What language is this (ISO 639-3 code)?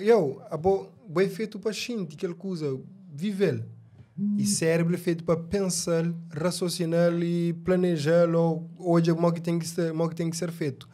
kea